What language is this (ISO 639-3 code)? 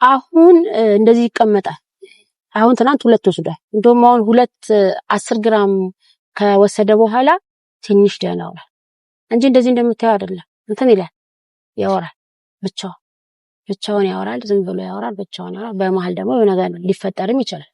amh